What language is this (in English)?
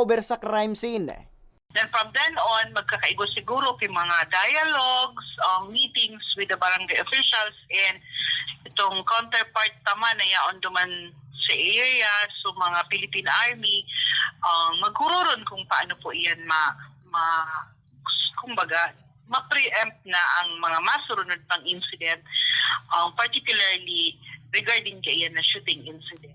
Bikol